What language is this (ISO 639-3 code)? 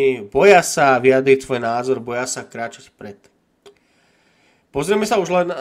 slk